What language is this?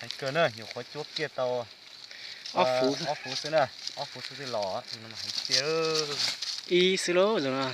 Hmong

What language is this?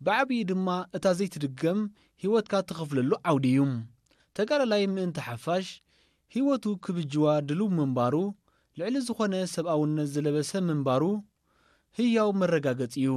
Tigrinya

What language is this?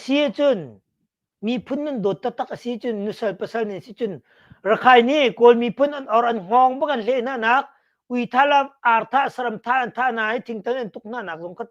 Hakha Chin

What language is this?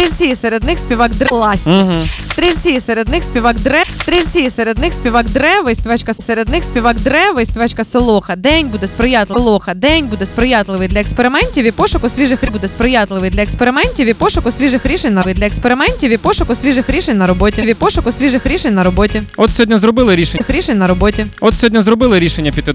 Ukrainian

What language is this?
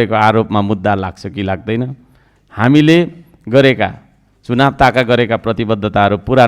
Nepali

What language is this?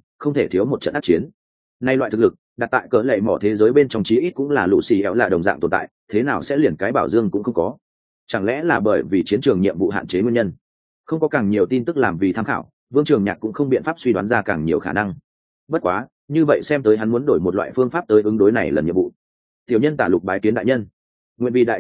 Vietnamese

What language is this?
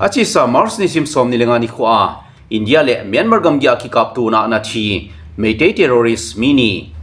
Thado Chin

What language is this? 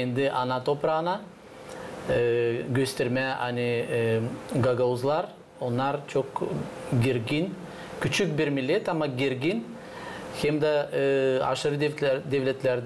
Gagauz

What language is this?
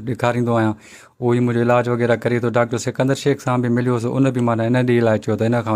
Sindhi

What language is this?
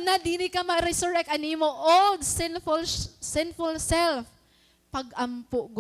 Waray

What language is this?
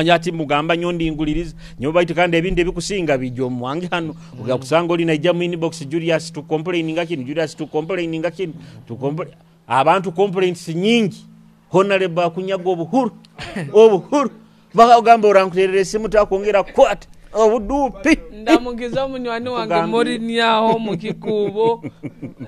Nyoro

